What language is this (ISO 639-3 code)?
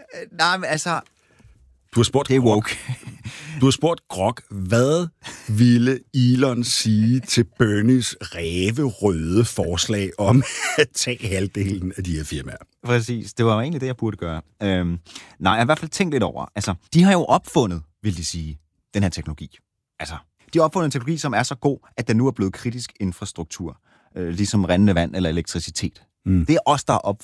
dan